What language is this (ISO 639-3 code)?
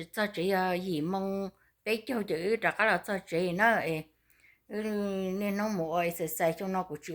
hmn